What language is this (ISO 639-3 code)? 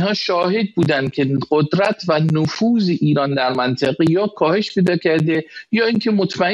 fas